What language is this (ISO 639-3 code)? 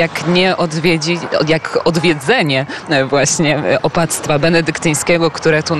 pol